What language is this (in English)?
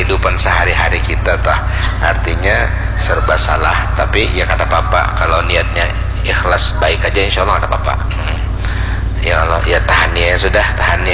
Banjar